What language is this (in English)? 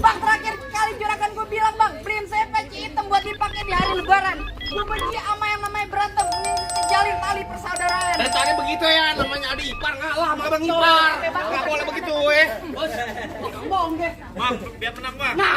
Betawi